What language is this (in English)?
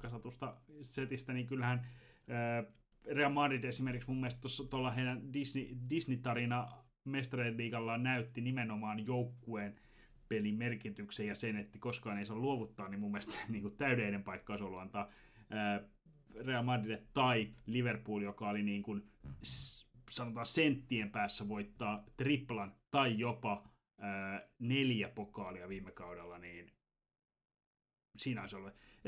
Finnish